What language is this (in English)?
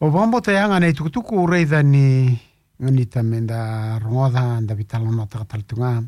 Fijian